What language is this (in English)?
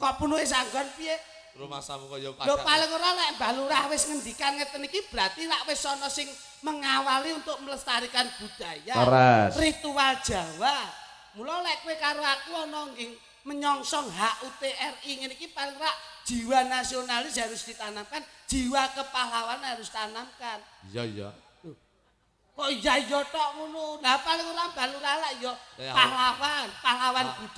Javanese